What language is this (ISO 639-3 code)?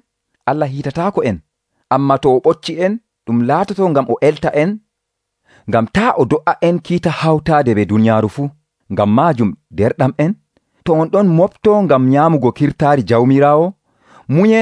fuv